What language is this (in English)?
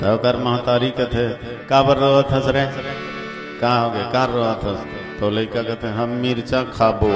Chhattisgarhi